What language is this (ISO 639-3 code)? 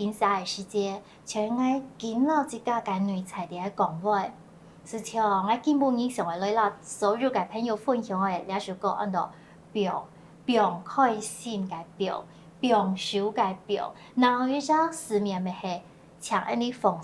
hak